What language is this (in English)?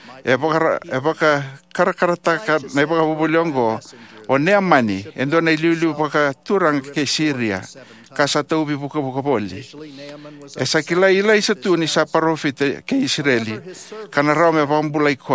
Fijian